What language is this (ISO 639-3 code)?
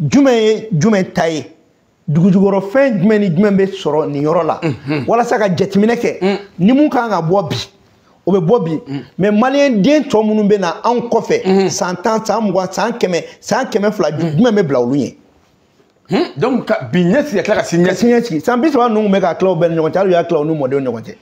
bam